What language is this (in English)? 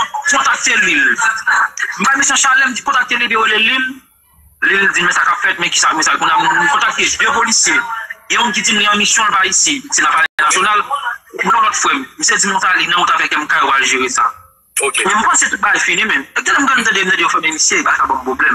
Haitian Creole